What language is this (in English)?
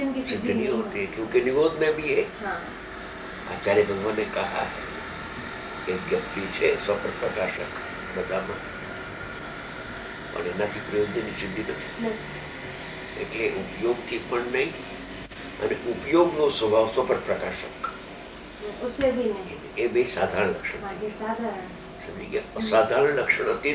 Gujarati